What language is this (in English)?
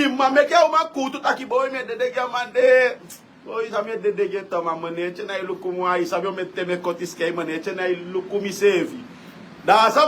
Sranan Tongo